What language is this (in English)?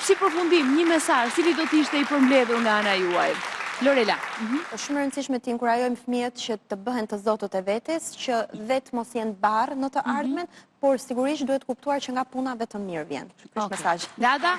Albanian